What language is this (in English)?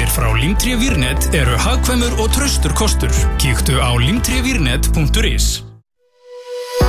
Icelandic